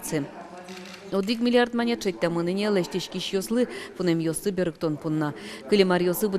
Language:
Udmurt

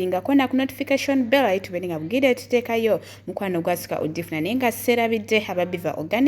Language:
Ganda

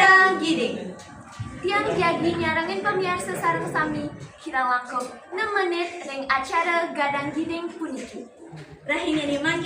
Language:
Balinese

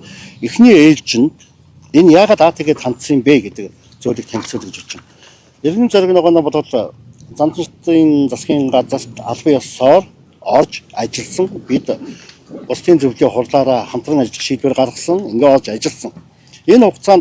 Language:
Mongolian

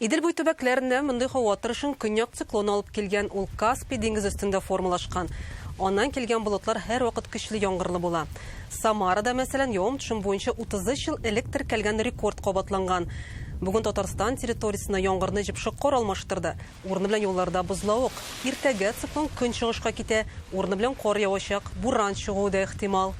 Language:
Tatar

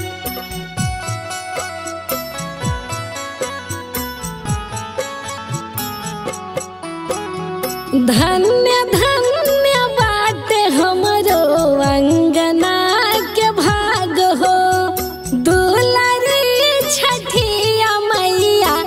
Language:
Bhojpuri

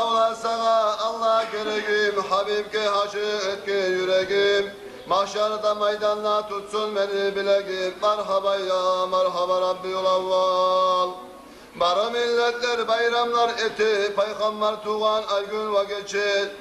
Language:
Kumyk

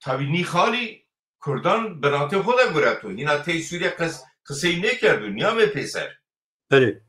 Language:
Zaza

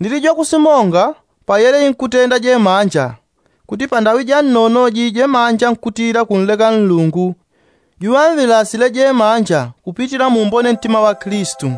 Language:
Yao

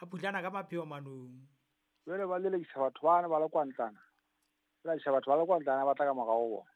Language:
Southern Sotho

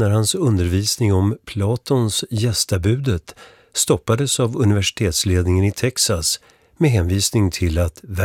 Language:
Swedish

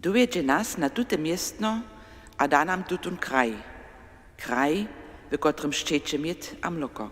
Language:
Upper Sorbian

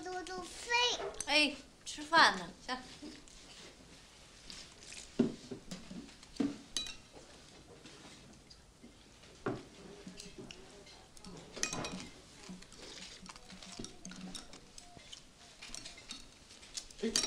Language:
Chinese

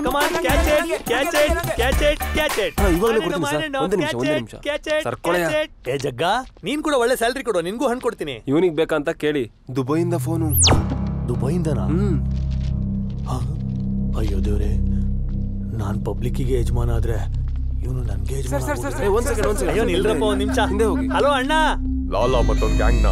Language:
Kannada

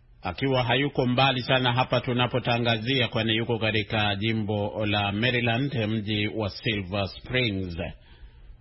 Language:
Swahili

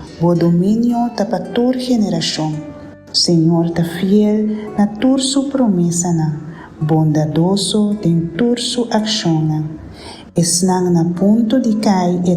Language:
Papiamento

